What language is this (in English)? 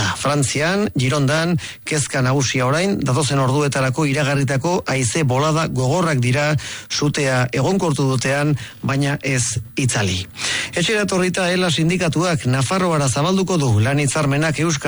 Basque